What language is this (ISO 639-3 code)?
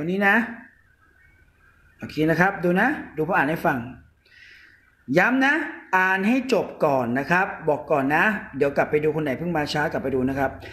tha